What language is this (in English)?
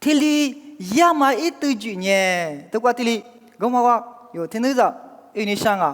Lisu